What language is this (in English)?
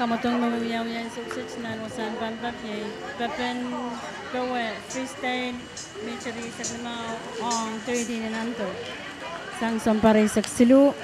Pohnpeian